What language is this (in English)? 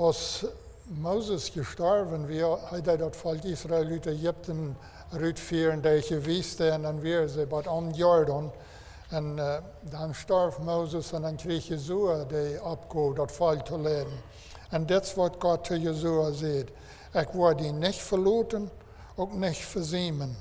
Plautdietsch